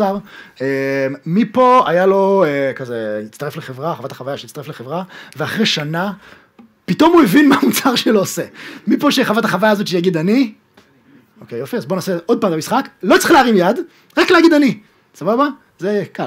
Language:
Hebrew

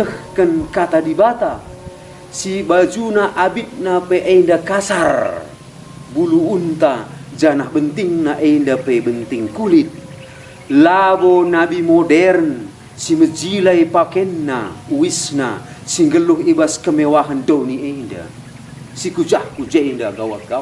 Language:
Batak Karo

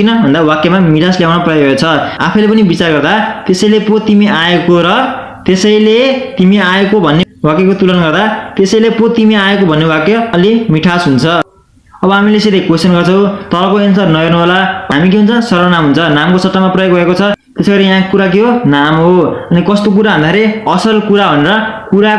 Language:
Nepali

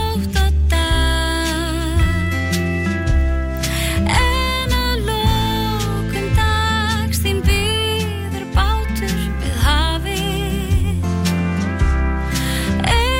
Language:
Icelandic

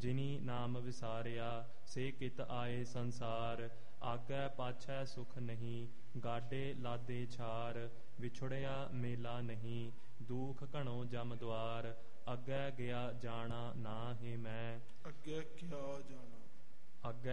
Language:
Punjabi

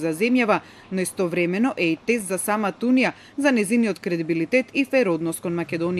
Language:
Macedonian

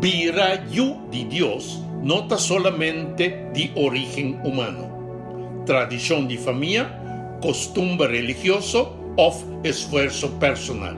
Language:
Papiamento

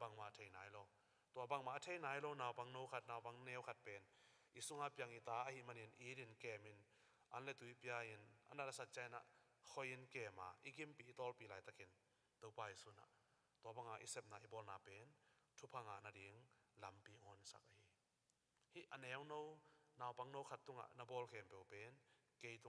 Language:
Tedim Chin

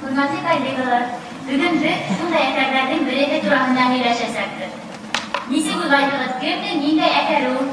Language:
Bashkir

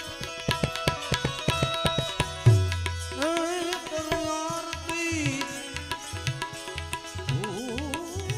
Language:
Hindi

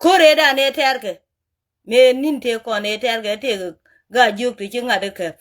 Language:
Nuer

